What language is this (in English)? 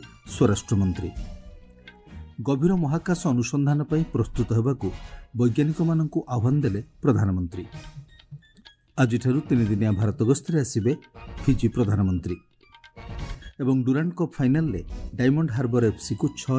Odia